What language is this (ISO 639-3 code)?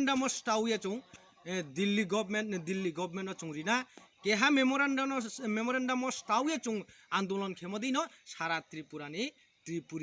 trp